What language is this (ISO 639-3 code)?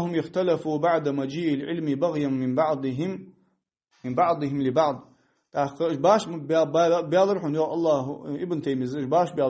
inh